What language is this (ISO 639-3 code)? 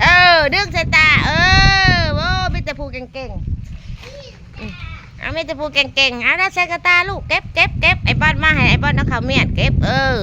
tts